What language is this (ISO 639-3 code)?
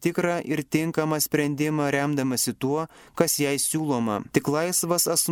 lit